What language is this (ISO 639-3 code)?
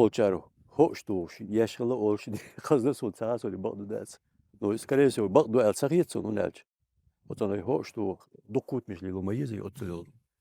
che